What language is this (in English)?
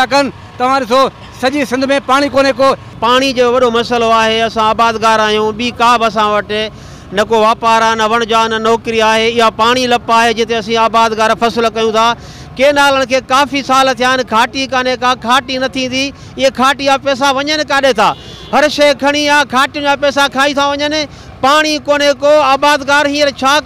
Sindhi